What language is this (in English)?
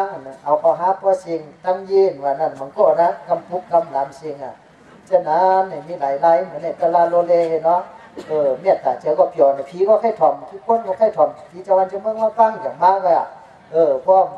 Shan